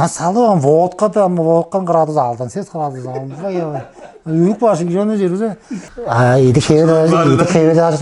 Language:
Tuvinian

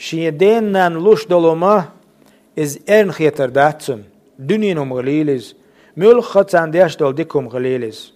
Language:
Chechen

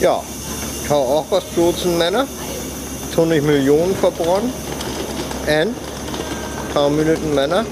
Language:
Northern Frisian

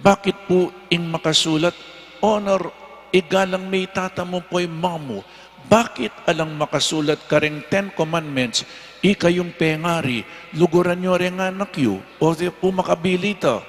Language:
Pampanga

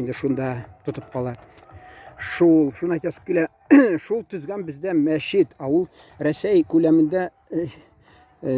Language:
Tatar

